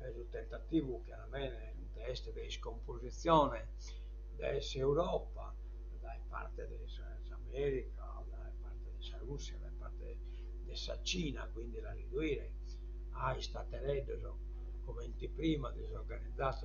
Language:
Sardinian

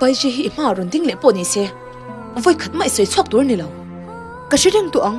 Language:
Mizo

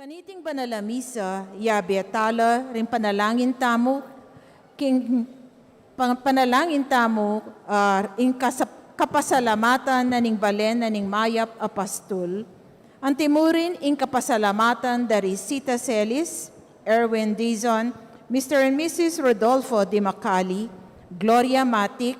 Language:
Pampanga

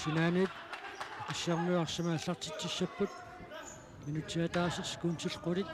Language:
Kalaallisut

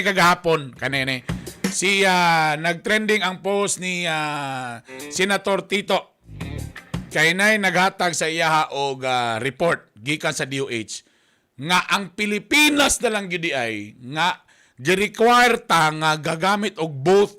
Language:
Cebuano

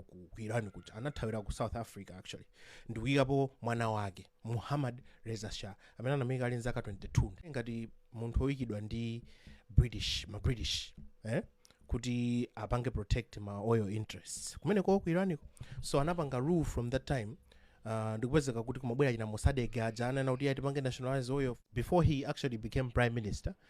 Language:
Nyanja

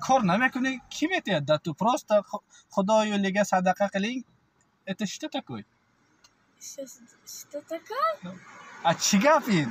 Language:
Tajik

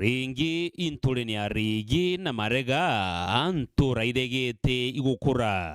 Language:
Meru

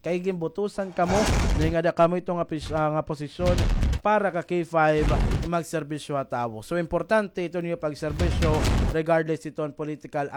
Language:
Waray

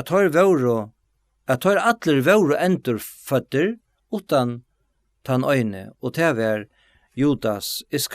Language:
Faroese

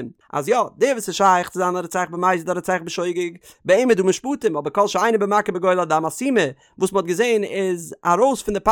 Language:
Yiddish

